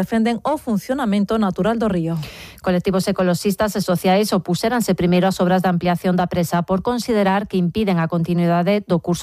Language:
Galician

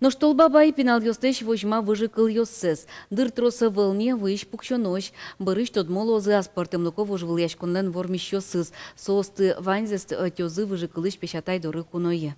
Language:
Udmurt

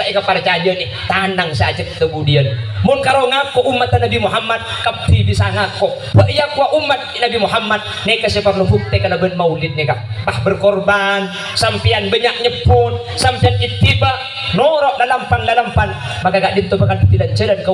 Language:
Madurese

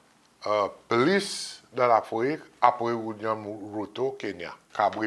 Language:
Seselwa Creole French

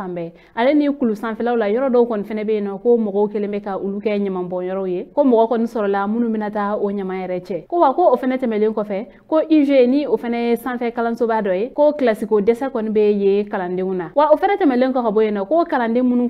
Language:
Bambara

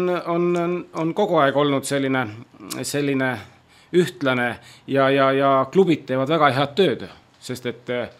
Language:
Estonian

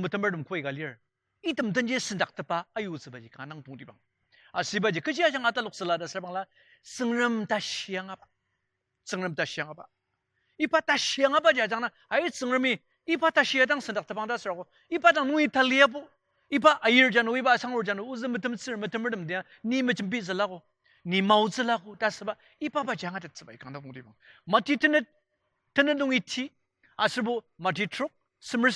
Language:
Ao Naga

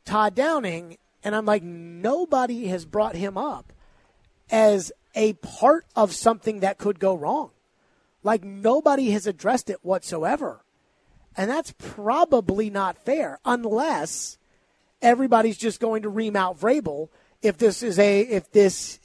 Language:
English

